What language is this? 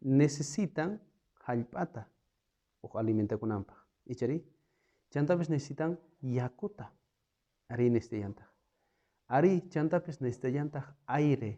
South Bolivian Quechua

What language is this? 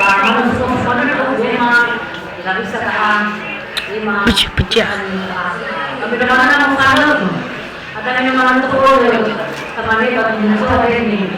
Nias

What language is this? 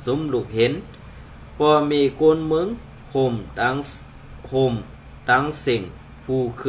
Shan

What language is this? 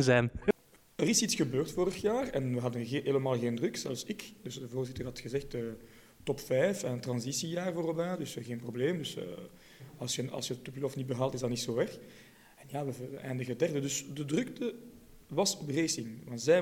Dutch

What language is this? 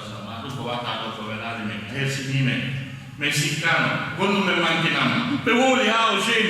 Fula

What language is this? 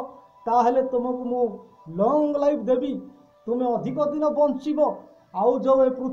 Odia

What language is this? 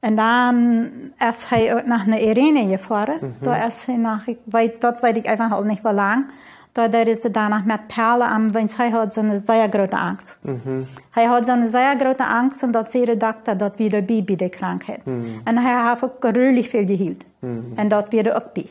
Plautdietsch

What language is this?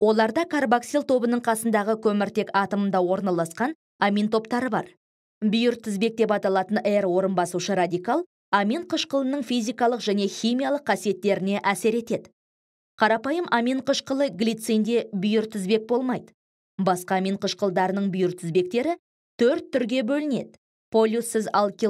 Kazakh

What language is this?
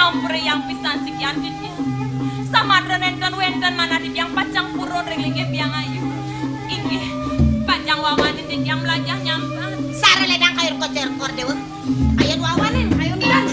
Balinese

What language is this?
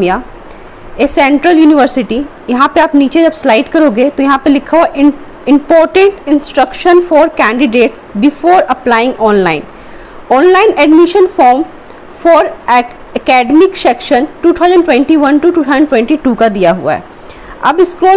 Hindi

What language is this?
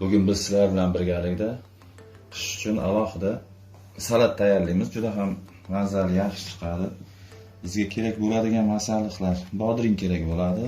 Uzbek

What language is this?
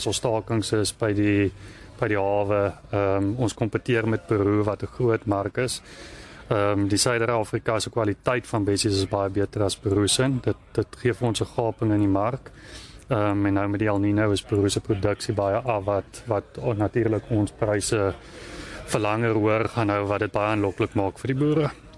Afrikaans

